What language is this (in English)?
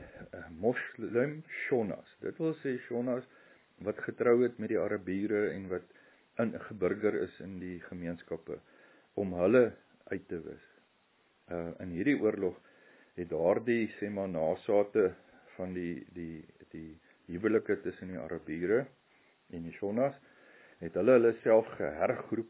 Afrikaans